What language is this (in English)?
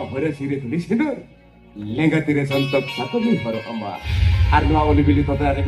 Santali